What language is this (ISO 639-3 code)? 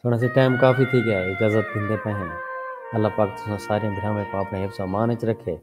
skr